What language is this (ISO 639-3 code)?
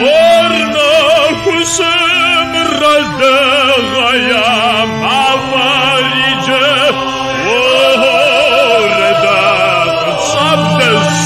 kbd